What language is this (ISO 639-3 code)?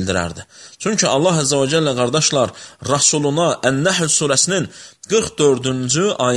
aze